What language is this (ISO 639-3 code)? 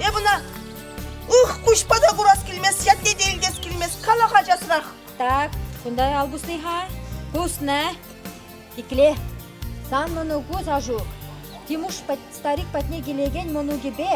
chv